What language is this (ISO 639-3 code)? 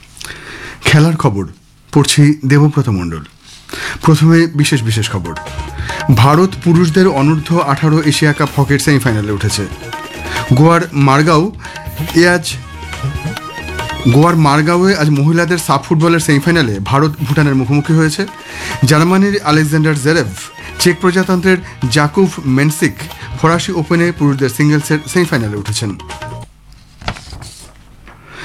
ben